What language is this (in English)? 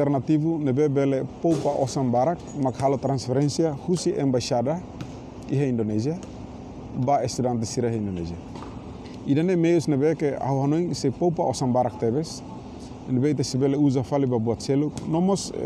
Tetum